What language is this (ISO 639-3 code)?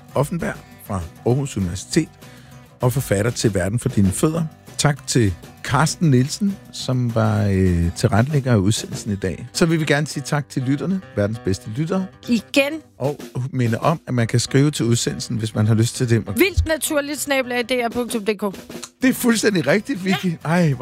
dan